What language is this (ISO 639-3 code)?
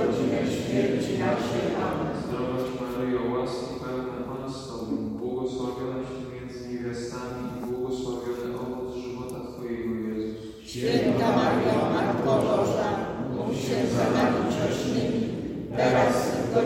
pol